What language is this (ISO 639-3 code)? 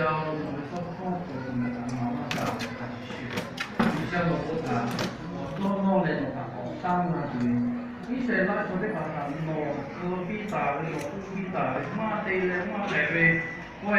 lhu